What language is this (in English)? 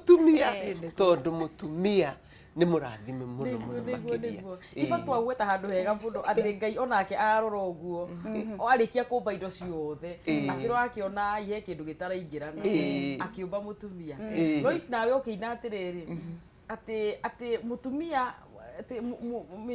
Kikuyu